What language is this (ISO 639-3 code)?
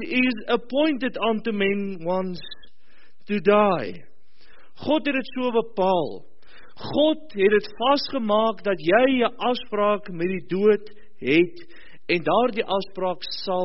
afr